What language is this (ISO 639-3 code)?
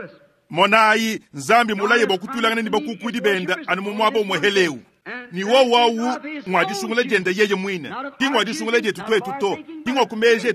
lua